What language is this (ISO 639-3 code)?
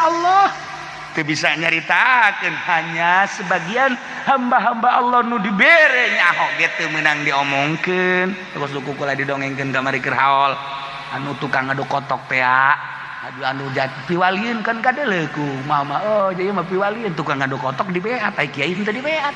sun